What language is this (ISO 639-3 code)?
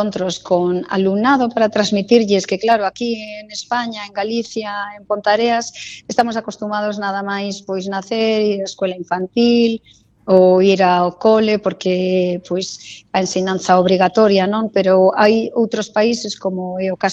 glg